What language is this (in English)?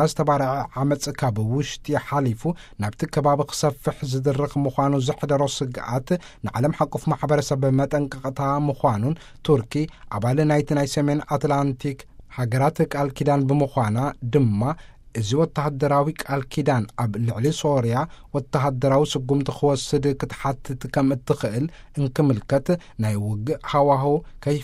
Tigrinya